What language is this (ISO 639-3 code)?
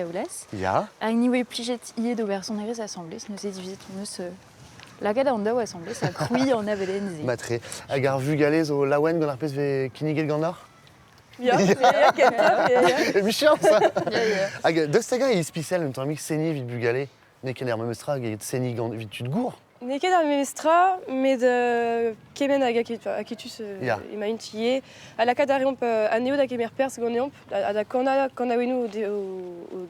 bre